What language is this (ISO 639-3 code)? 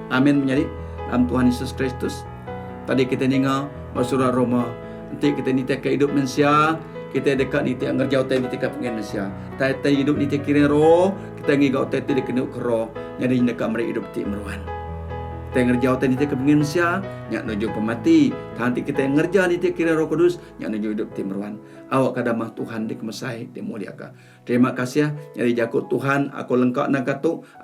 iba